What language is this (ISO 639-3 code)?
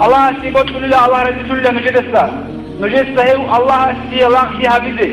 ava